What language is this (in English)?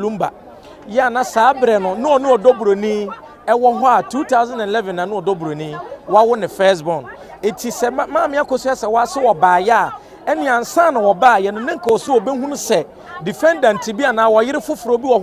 Akan